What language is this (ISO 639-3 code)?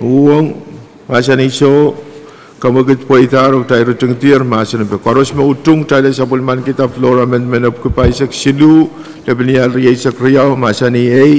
pon